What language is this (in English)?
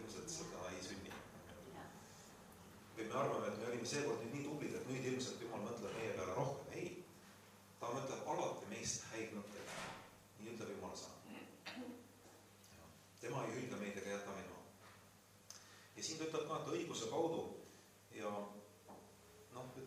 Estonian